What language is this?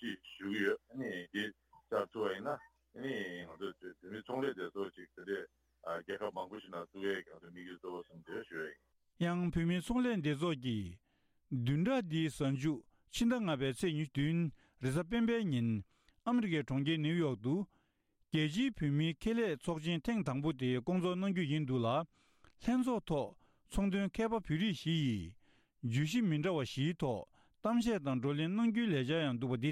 Tibetan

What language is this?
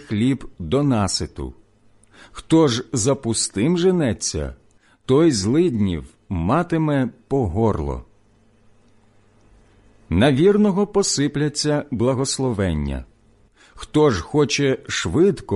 Ukrainian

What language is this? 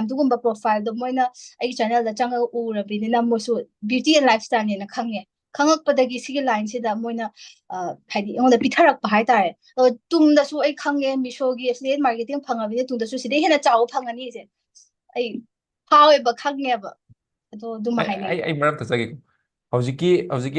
Manipuri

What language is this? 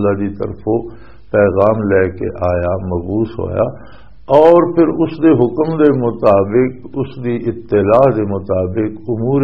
Western Panjabi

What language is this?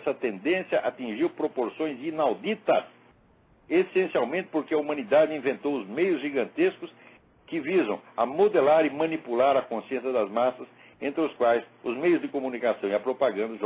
Portuguese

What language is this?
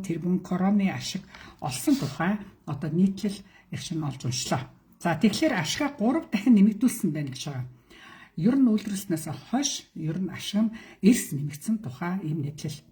Mongolian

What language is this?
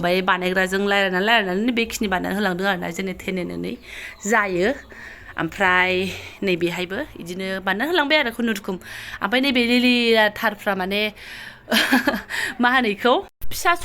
Bodo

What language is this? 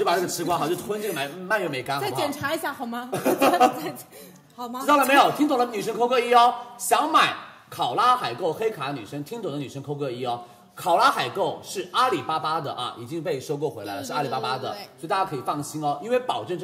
Chinese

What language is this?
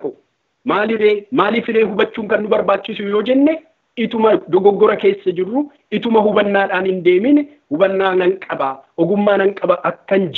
Oromo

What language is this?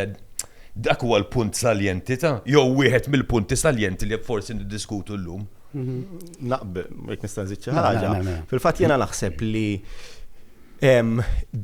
Maltese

